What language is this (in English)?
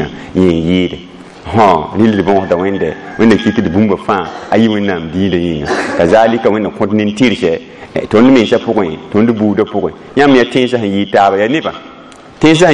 Mossi